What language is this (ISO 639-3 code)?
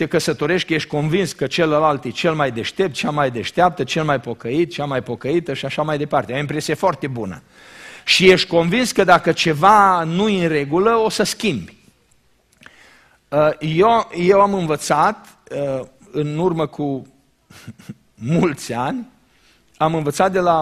ron